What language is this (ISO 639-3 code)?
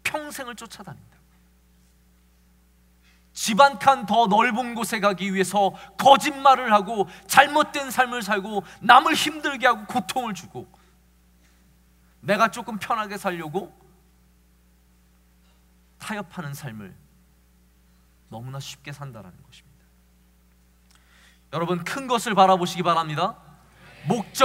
kor